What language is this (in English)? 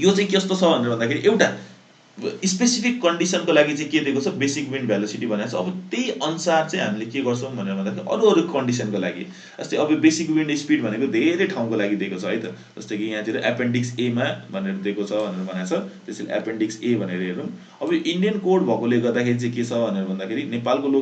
Nepali